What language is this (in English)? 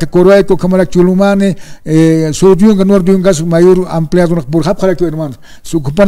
Aymara